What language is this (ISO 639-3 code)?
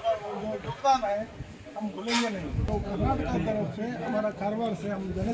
kok